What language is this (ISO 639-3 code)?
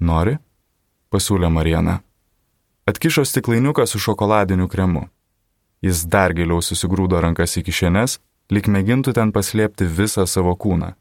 lit